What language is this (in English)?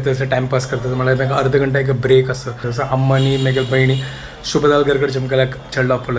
Konkani